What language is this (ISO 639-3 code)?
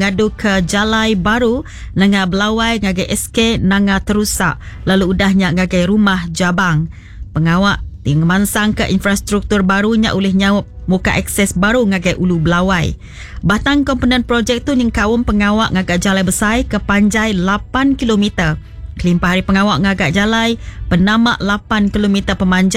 iba